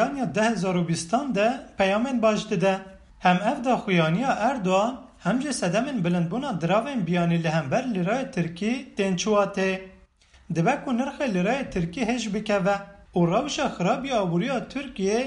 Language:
Kurdish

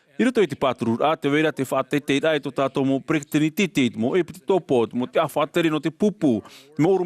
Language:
Tahitian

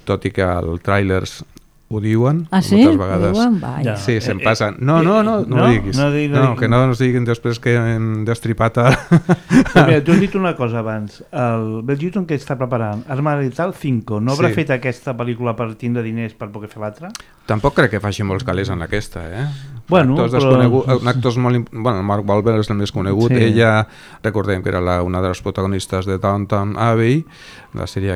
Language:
Catalan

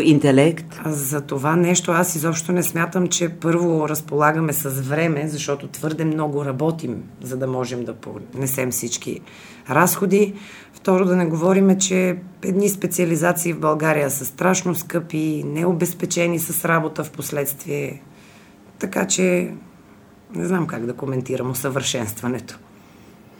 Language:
Bulgarian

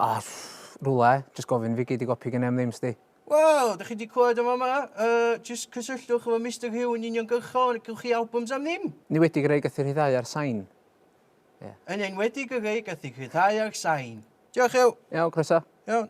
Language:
Welsh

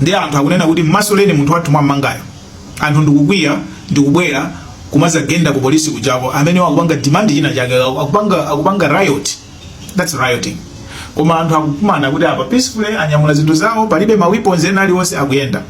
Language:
Nyanja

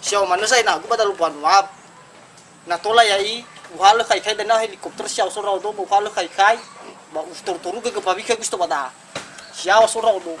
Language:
Nias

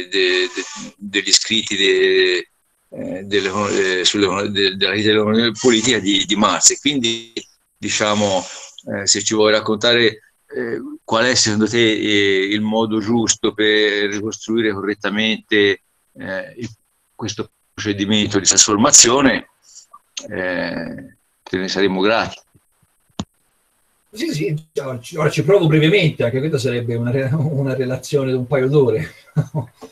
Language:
Italian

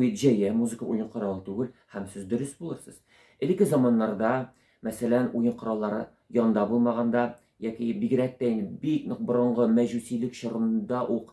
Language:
Tatar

